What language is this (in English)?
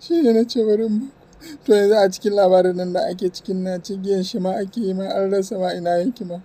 Hausa